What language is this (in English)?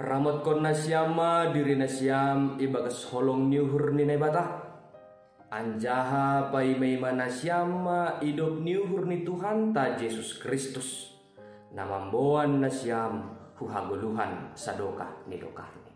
Batak Simalungun